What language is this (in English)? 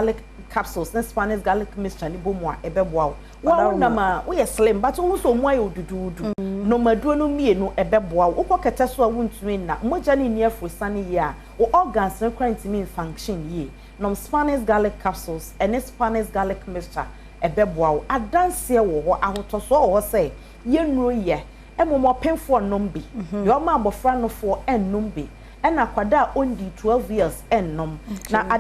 Akan